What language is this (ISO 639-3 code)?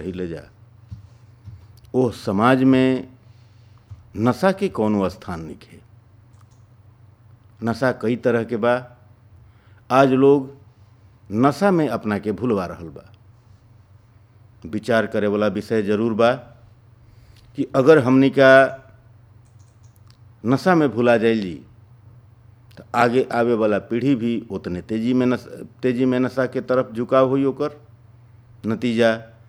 bho